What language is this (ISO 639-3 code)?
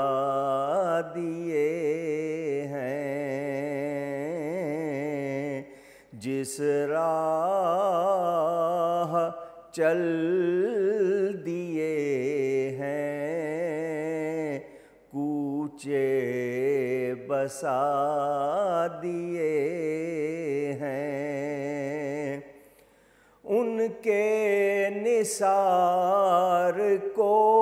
urd